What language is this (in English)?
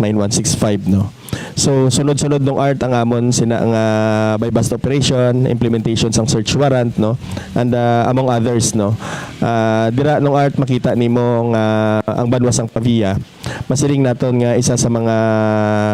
Hiligaynon